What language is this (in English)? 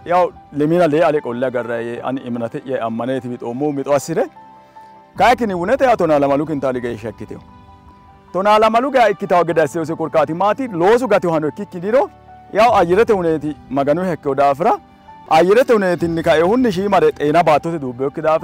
Sidamo